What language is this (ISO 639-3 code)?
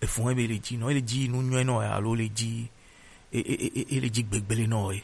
gej